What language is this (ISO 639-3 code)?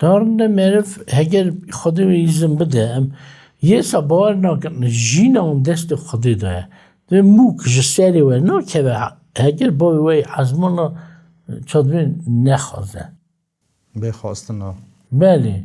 kur